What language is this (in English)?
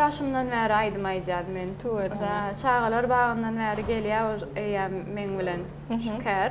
Turkmen